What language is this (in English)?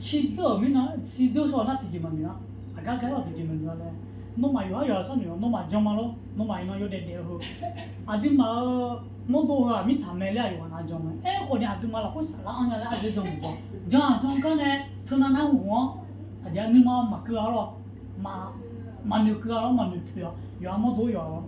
Akha